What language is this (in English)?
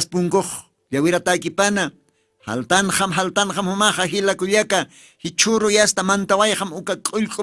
Aymara